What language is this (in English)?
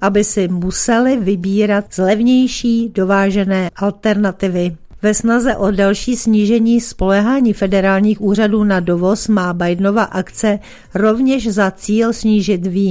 Czech